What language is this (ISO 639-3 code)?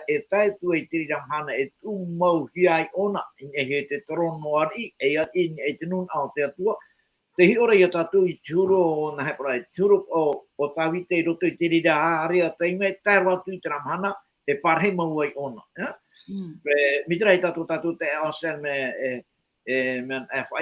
tah